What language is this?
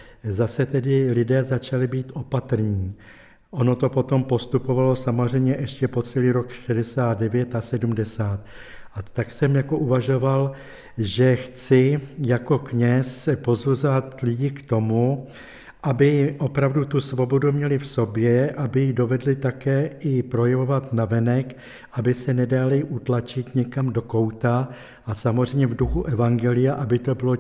Czech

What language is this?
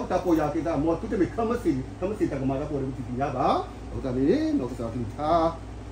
S'gaw Karen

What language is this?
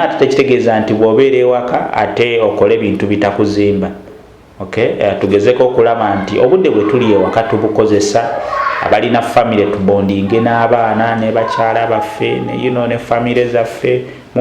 Ganda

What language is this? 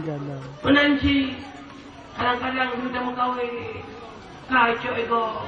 Achinese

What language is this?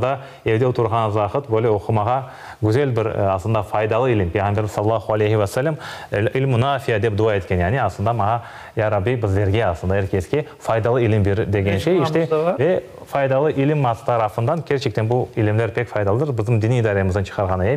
Crimean Tatar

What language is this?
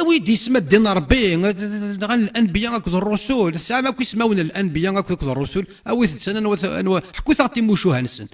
Kabyle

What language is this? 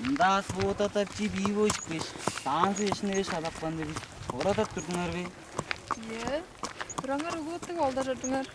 Tuvinian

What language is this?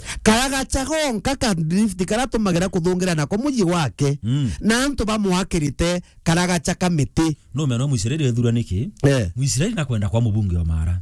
Meru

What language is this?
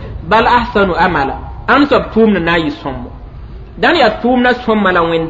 Mossi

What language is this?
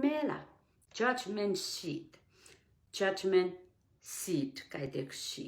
Pohnpeian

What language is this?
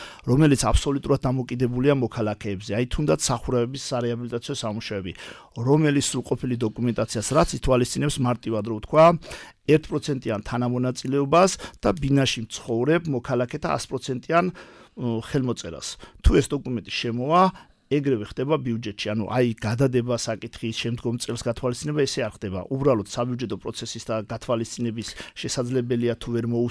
Georgian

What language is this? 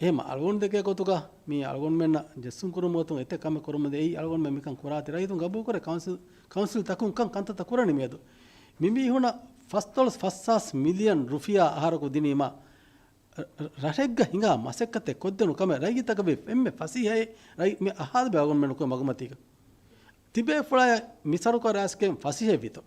Divehi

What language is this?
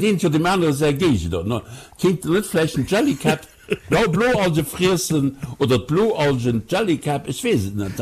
Luxembourgish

